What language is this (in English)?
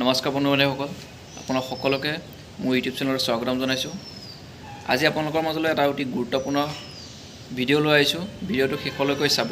Assamese